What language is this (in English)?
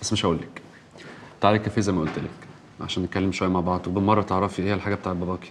Egyptian Arabic